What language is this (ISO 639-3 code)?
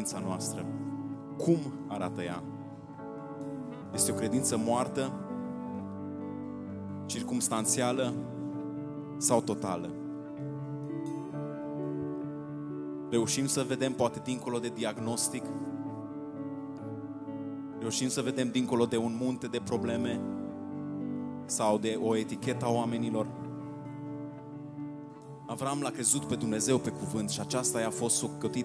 ron